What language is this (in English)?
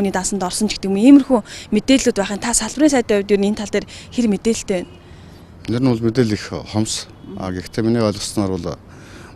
Mongolian